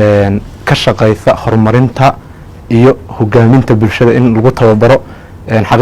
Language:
Somali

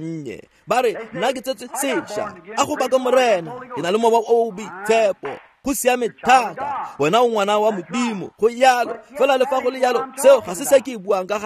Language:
Tswana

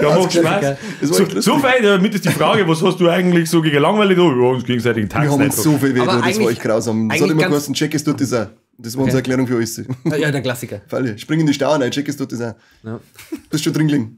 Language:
Bavarian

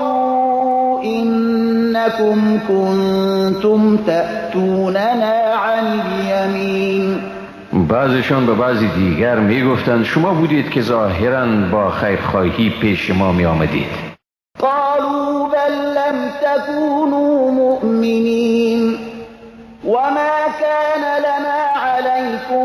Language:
Persian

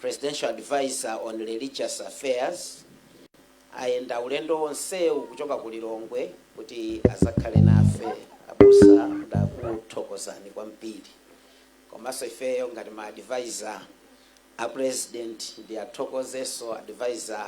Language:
Nyanja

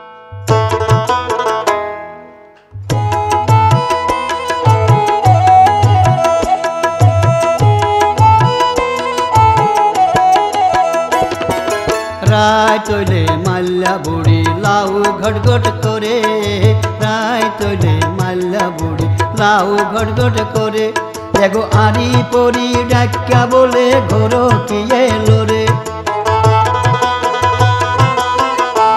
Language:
Bangla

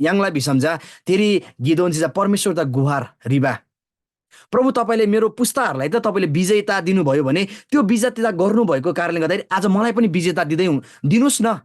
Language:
Eastern Tamang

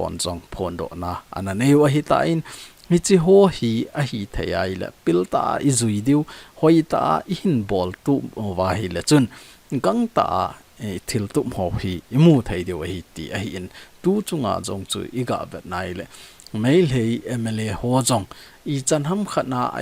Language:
Thado Chin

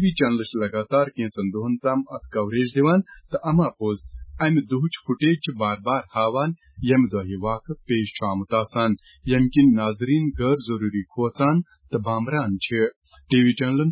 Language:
Kashmiri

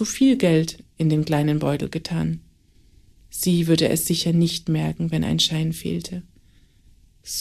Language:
German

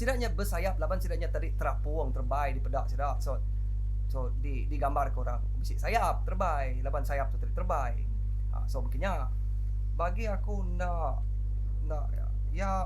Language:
Iban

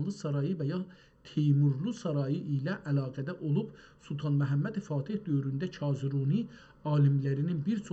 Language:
South Azerbaijani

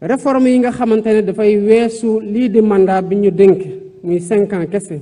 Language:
Wolof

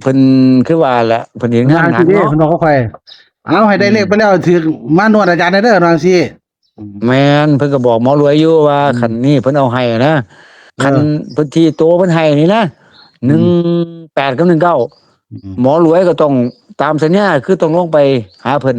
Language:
Northeastern Thai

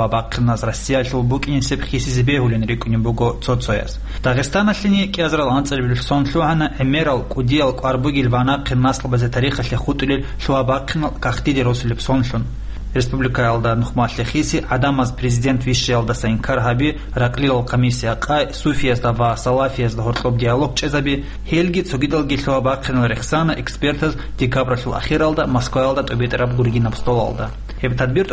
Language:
Avaric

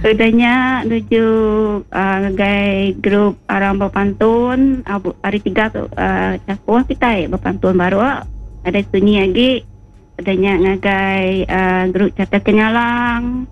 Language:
Iban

